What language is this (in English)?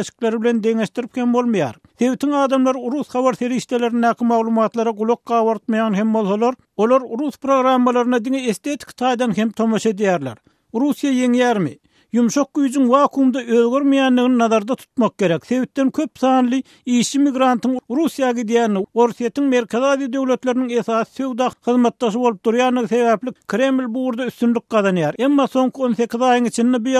Turkmen